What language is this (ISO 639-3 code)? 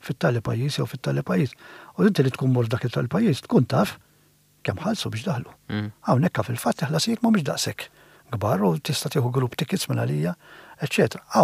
mlt